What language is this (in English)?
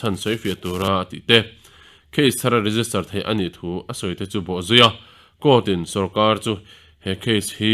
Mizo